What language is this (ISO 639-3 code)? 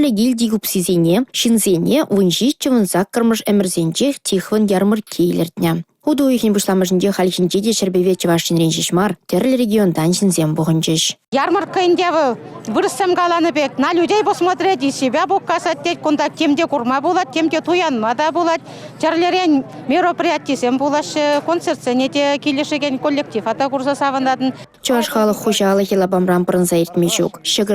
chv